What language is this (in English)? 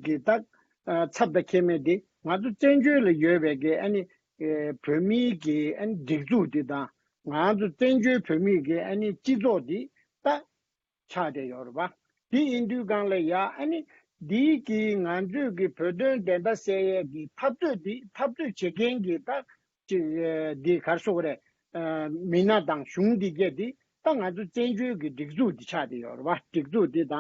Tibetan